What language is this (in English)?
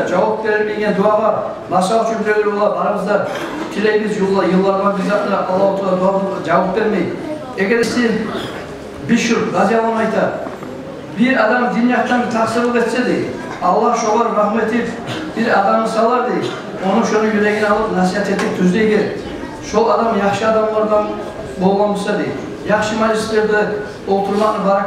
Kumyk